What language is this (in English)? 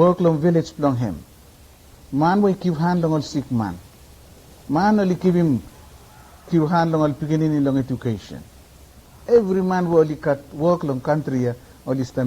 Bislama